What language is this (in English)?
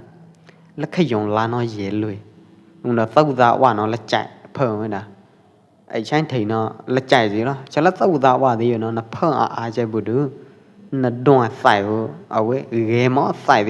Pwo Eastern Karen